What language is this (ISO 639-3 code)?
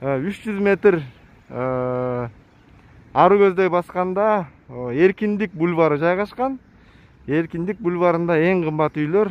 kir